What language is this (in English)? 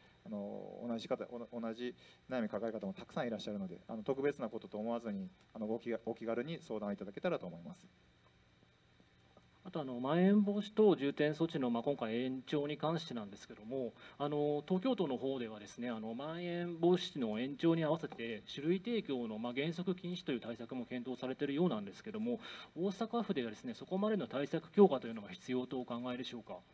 Japanese